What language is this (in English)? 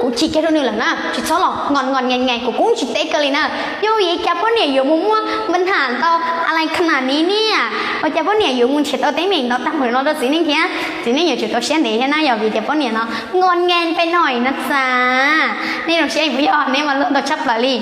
Hmong